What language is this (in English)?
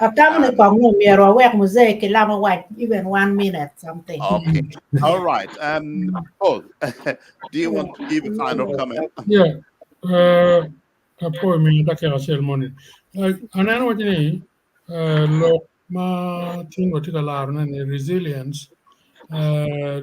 Acoli